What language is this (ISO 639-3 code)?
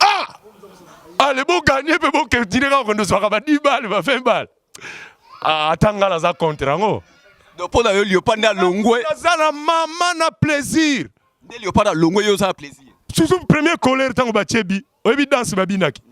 lin